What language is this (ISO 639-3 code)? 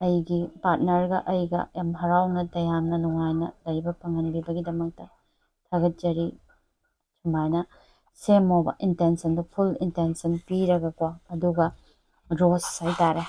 mni